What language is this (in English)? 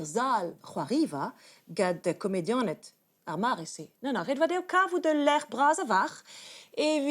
Breton